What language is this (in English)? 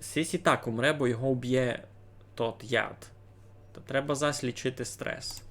Rusyn